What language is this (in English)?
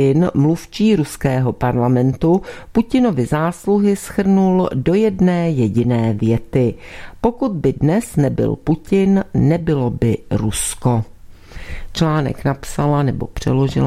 Czech